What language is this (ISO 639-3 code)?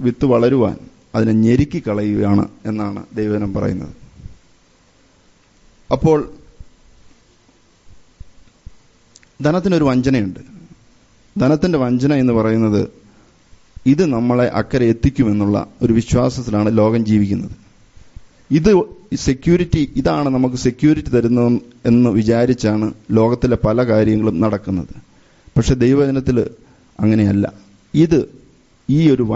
mal